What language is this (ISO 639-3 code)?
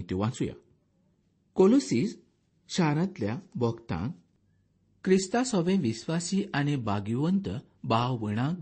kok